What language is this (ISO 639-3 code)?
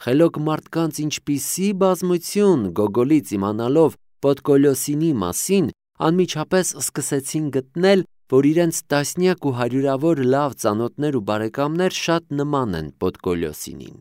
hye